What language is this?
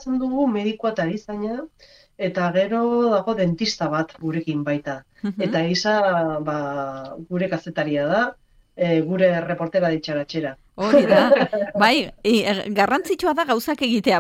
Basque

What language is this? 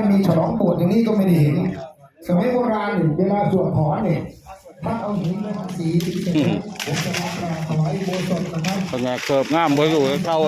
Northeastern Thai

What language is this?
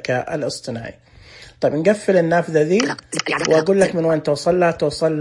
Najdi Arabic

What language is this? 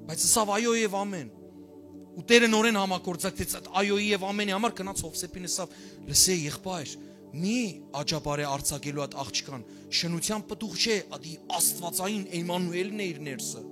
Western Armenian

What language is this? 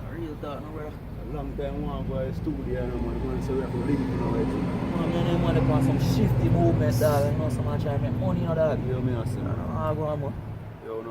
Jamaican Creole English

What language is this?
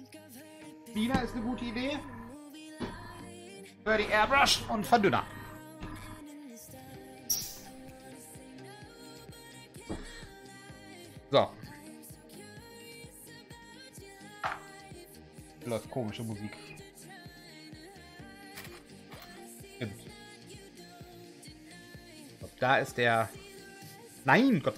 German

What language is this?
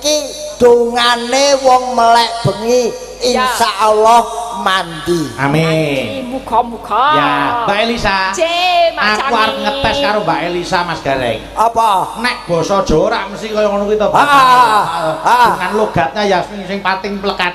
Javanese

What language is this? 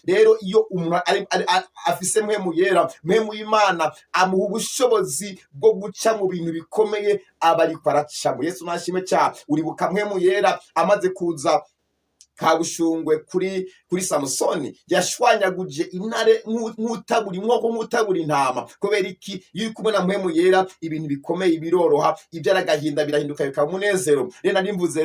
Rundi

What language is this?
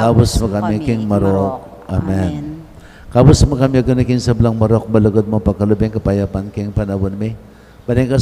Pampanga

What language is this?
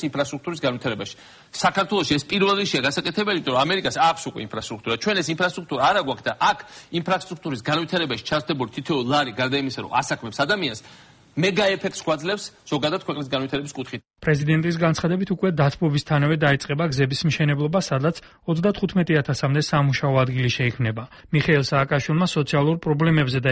Georgian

